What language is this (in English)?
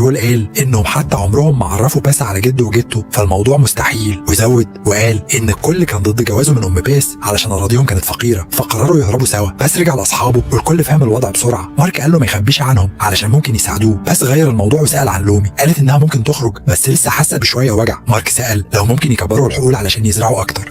Egyptian Arabic